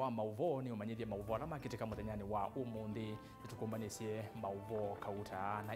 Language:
Kamba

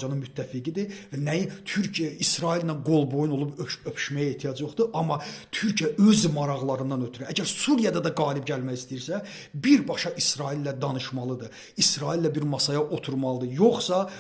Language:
Azerbaijani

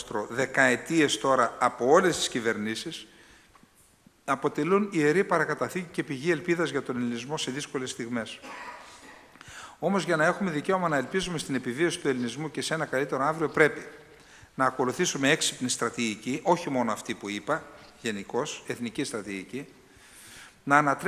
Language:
Greek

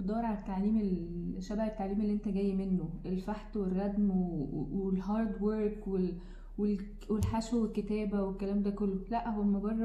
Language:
Egyptian Arabic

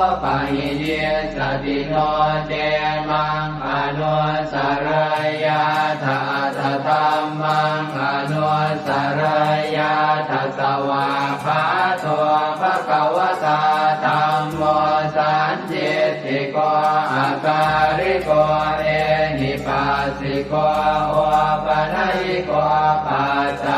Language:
Pali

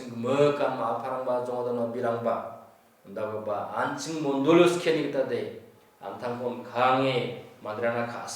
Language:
Garo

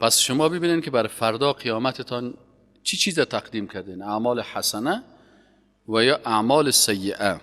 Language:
Persian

